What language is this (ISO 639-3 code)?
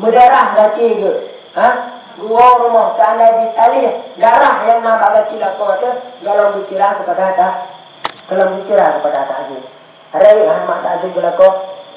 ace